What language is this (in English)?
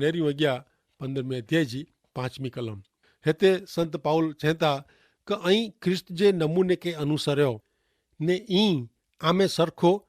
Kachhi